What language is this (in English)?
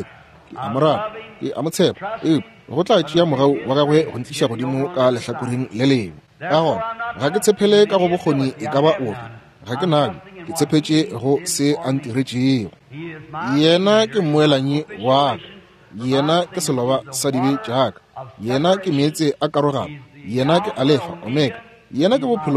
Northern Sotho